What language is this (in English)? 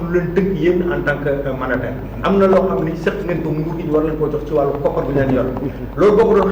Wolof